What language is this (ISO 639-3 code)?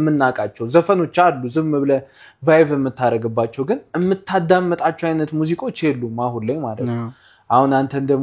amh